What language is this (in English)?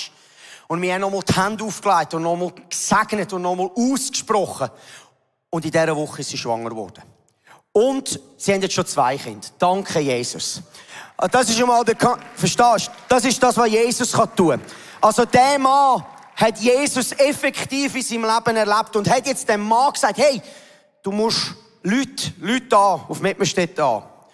Swiss German